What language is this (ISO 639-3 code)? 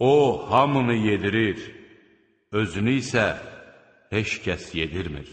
aze